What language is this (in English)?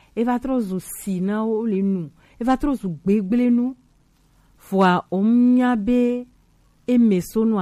Gen